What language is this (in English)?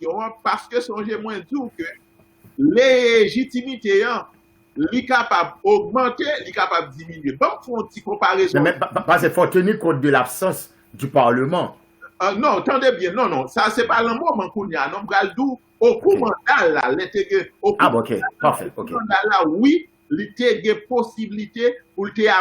Haitian Creole